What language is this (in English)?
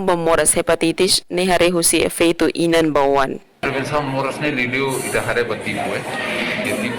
Tetum